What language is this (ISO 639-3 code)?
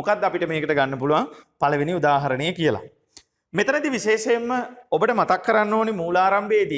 sin